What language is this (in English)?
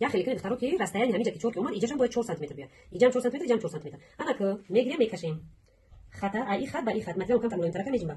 Tajik